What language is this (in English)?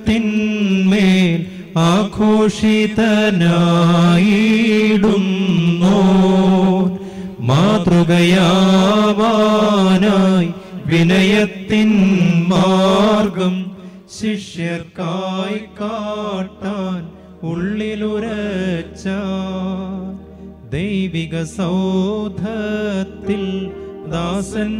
Malayalam